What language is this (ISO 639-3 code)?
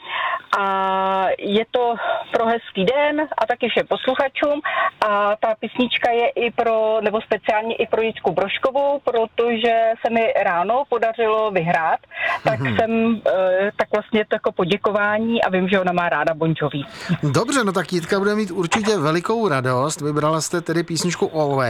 ces